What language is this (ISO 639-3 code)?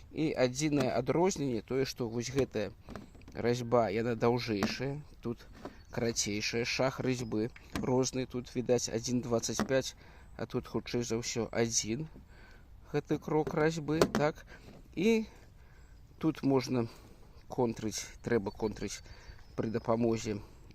bel